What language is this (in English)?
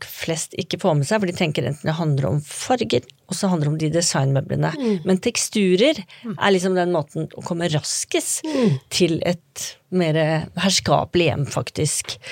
Norwegian